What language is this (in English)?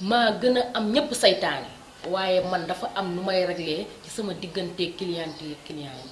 Wolof